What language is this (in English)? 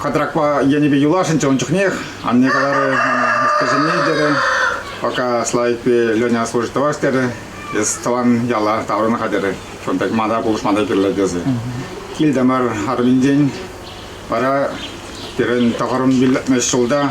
Chuvash